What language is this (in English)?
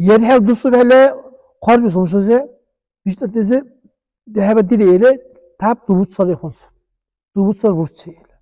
Dargwa